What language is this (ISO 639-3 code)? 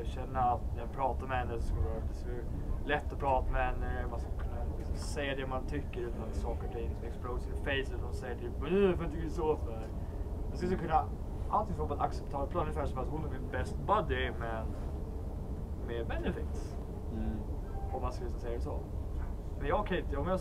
swe